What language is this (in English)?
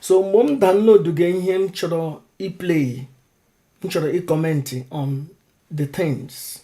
Igbo